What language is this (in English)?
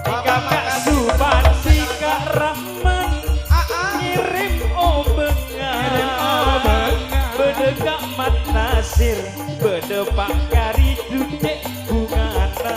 Madurese